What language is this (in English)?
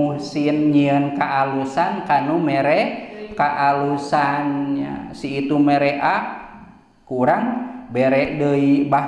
Sundanese